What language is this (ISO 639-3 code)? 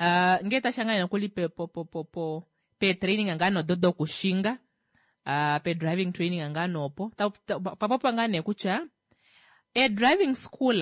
kua